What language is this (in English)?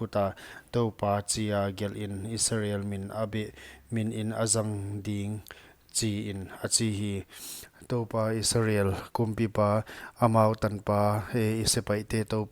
Paite Chin